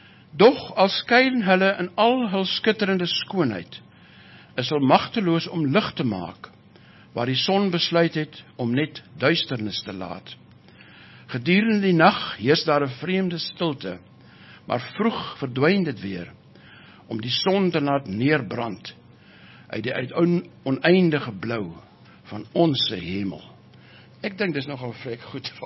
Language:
Afrikaans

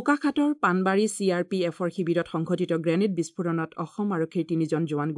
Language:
Assamese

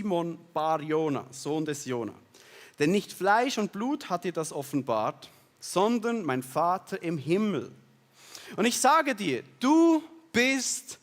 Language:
Swiss German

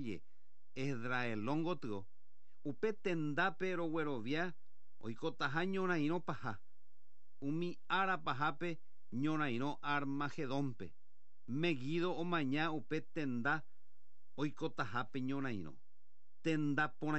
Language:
Guarani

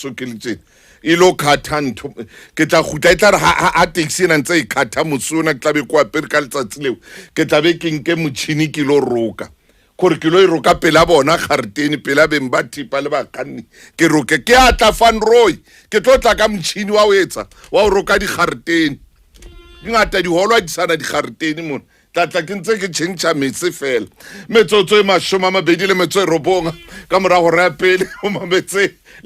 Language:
Southern Sotho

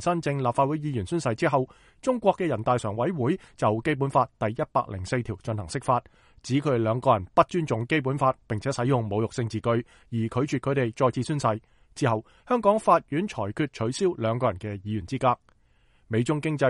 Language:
Cantonese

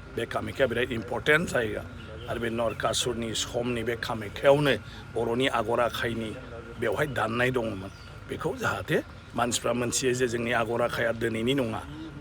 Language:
Bodo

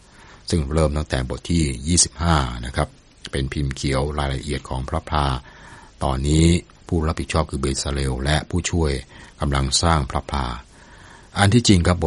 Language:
Thai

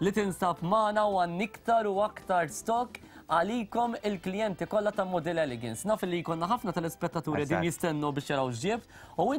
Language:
Maltese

